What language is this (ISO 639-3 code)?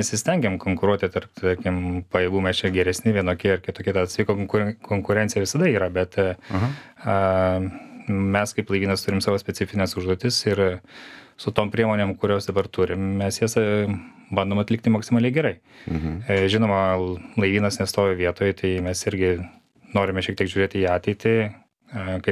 lit